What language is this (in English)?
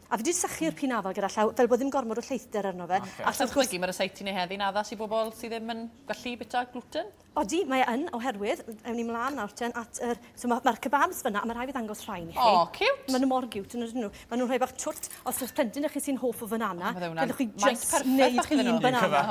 Welsh